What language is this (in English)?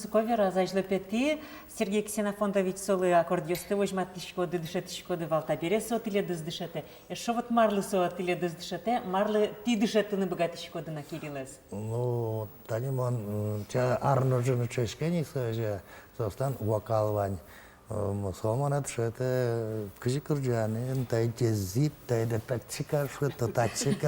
Udmurt